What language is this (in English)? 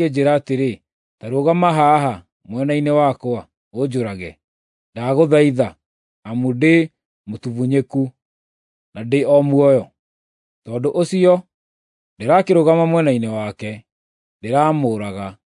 Kikuyu